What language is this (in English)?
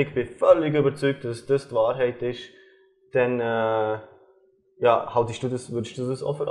Swiss German